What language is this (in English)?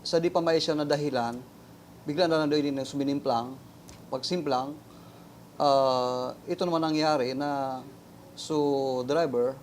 Bikol